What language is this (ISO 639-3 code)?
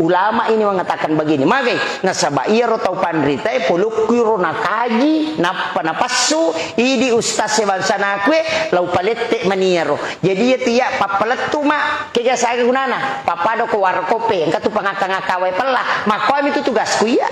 bug